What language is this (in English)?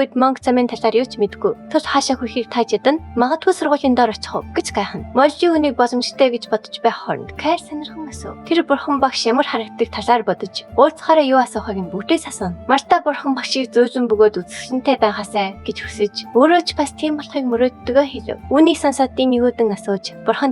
Mongolian